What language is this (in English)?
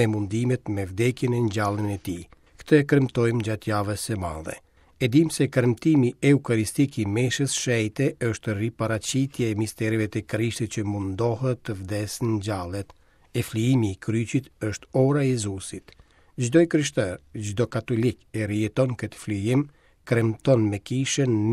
Albanian